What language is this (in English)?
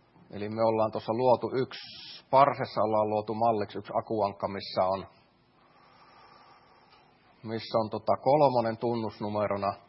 Finnish